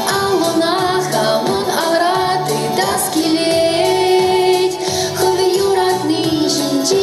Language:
Chuvash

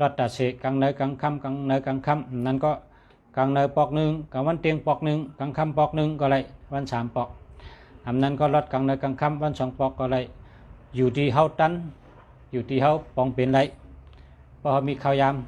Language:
Shan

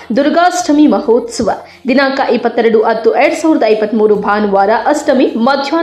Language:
Kannada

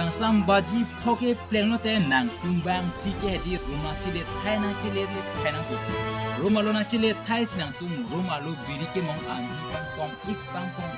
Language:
Karbi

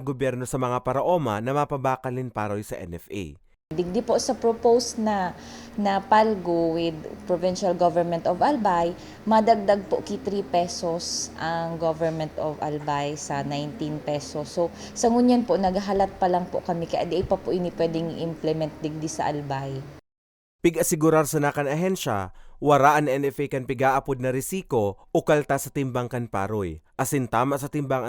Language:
Bikol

